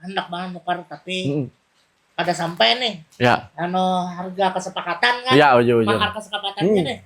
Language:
Banjar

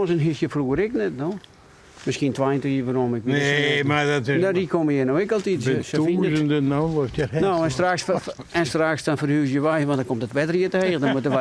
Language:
Western Frisian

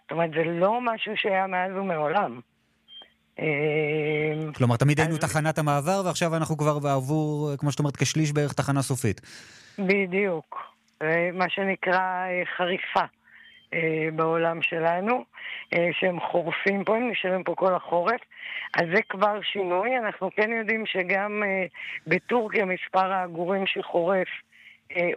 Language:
Hebrew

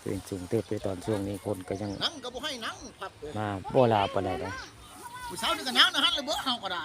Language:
Northeastern Thai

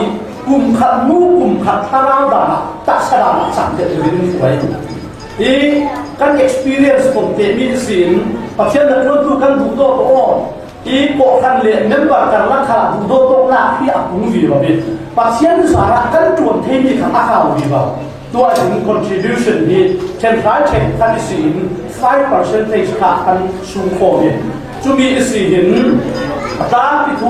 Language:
Falam Chin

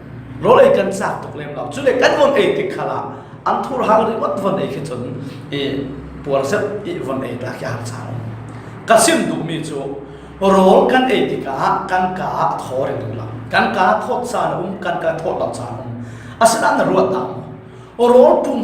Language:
Falam Chin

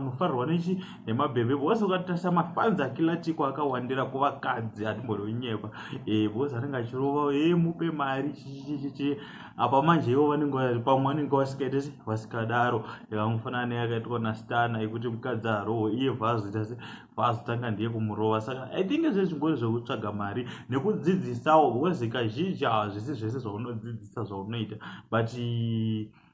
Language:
Shona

